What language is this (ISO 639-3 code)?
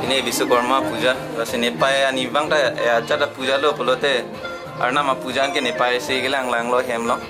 mjw